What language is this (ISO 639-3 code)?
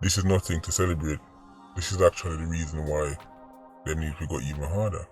jam